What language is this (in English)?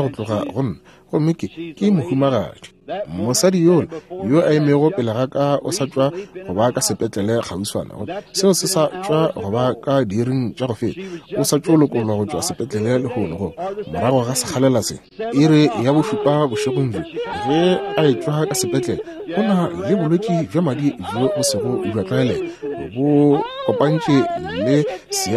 Northern Sotho